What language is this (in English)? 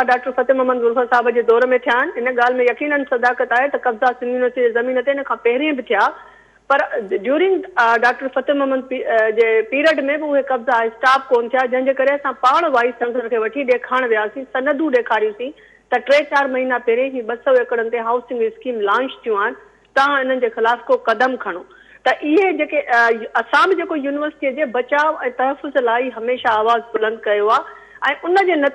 Sindhi